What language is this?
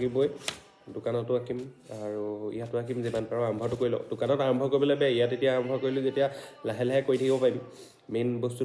Assamese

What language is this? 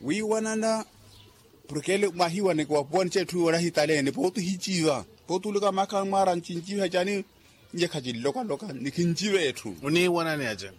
Makhuwa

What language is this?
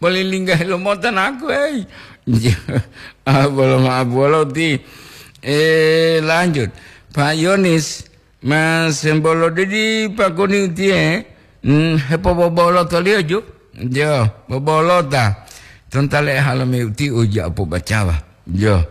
Gorontalo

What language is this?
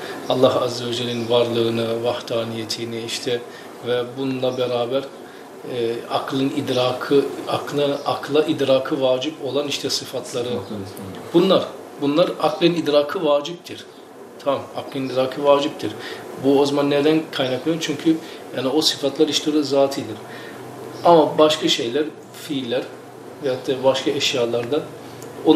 Turkish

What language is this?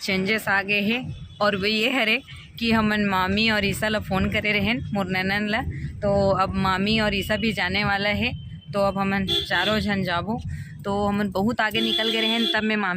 Chhattisgarhi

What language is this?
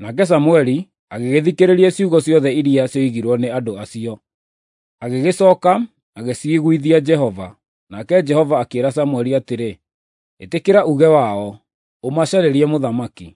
Kikuyu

